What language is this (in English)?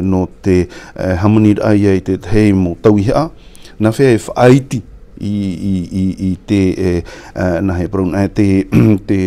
Tahitian